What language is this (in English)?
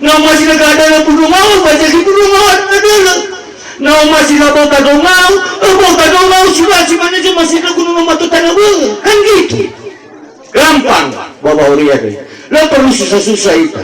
Nias